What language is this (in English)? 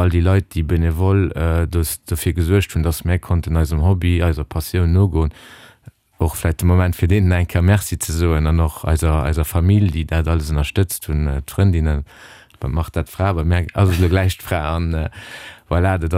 Luxembourgish